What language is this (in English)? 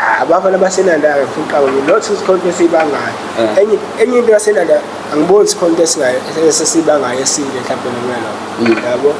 Zulu